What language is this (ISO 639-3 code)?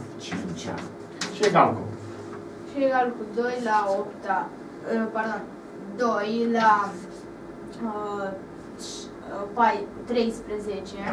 ron